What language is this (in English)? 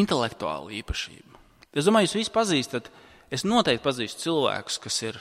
Latvian